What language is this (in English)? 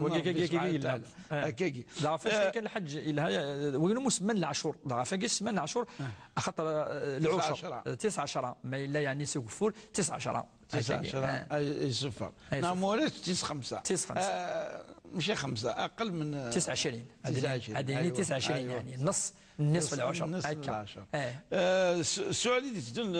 Moroccan Arabic